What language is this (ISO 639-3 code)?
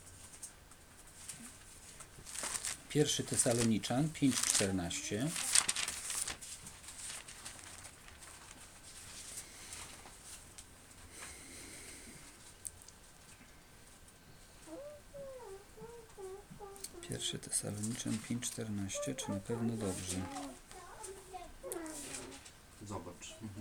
pol